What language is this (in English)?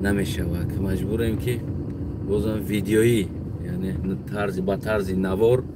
Tajik